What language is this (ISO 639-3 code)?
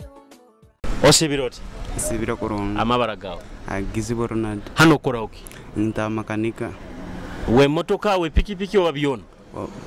nyo